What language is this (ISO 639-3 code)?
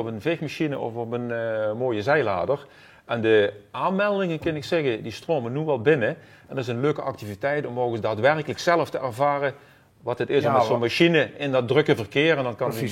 lim